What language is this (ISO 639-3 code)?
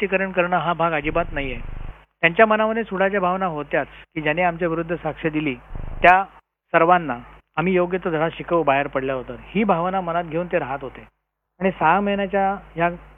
mar